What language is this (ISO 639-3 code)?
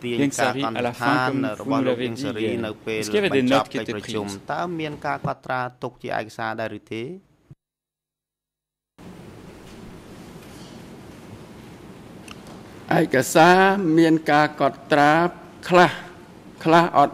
fra